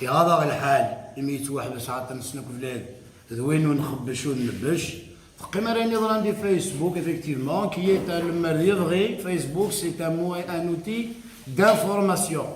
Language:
Kabyle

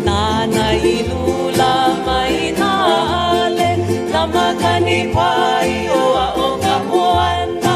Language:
Hawaiian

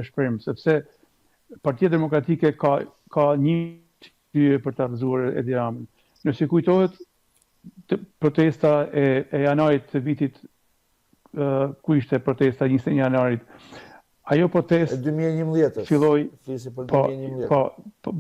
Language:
Albanian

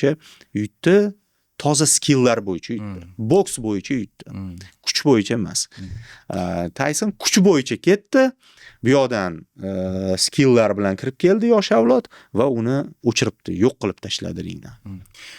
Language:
Uzbek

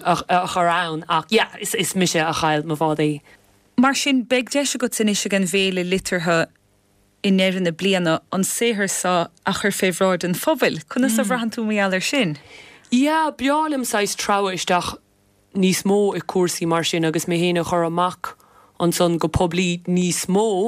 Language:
Irish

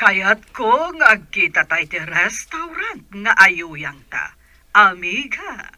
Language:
Iloko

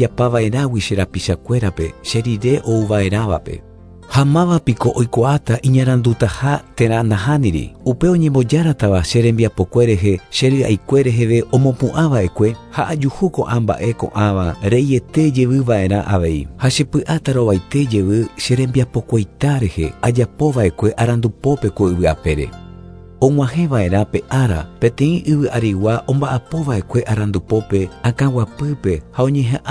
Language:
Guarani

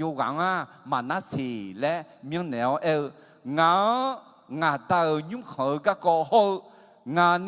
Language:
Akha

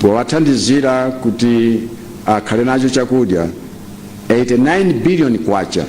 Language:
Nyanja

